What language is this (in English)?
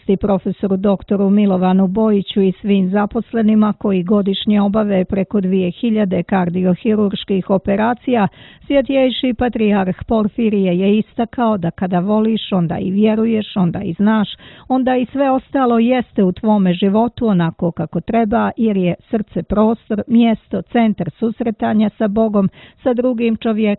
Serbian